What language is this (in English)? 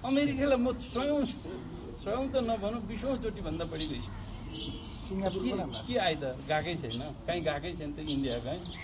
Nepali